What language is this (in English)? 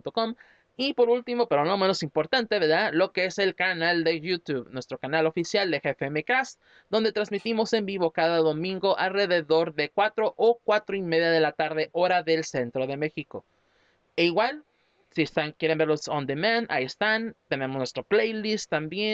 Spanish